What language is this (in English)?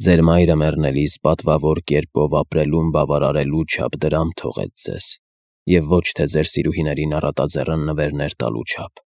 Armenian